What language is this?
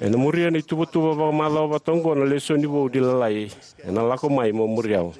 Fijian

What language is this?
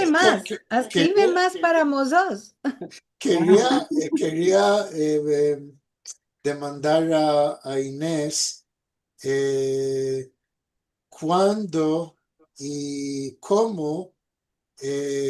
Ladino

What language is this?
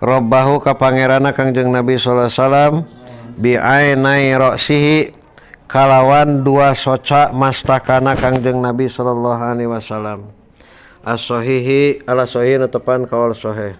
Sundanese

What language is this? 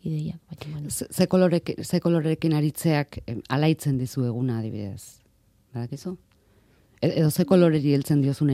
Basque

